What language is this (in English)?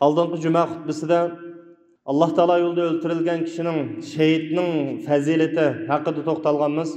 Uyghur